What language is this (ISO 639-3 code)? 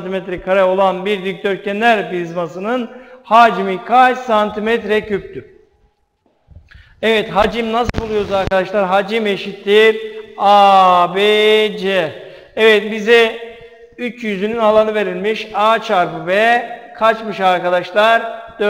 tur